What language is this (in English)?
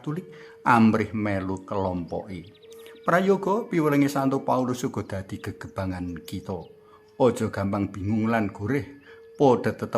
Javanese